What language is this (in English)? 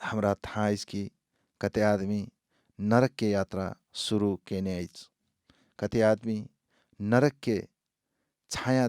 Maithili